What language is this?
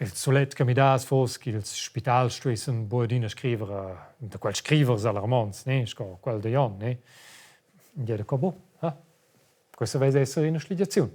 Romansh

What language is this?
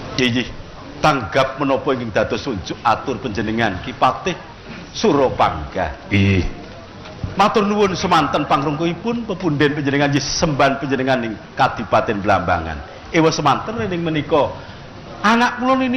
Javanese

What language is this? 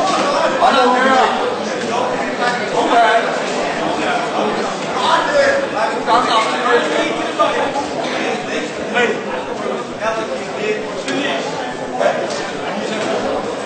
Danish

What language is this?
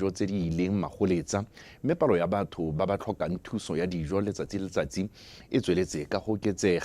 Tswana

